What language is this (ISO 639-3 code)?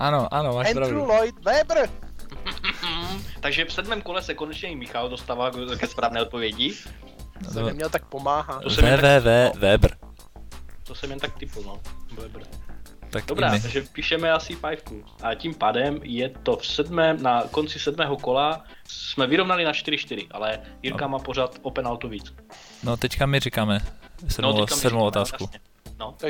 ces